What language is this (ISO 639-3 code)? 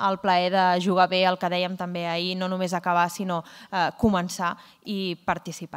cat